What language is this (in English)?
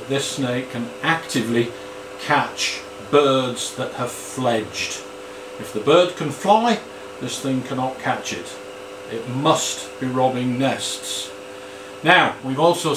English